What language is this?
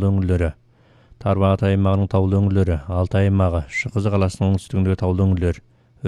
Kazakh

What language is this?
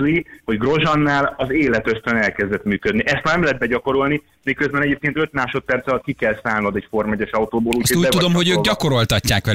Hungarian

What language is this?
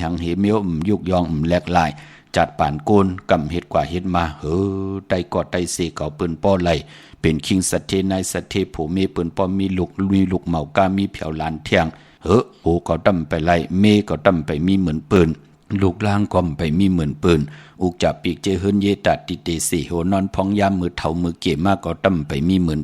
Shan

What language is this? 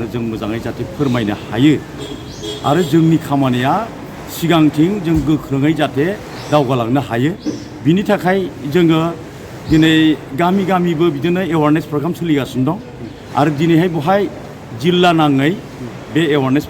Bodo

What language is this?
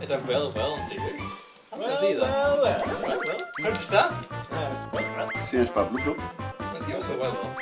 Faroese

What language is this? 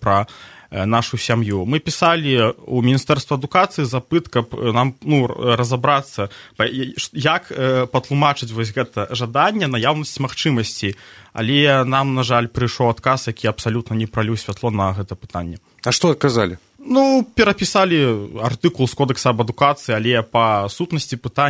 Belarusian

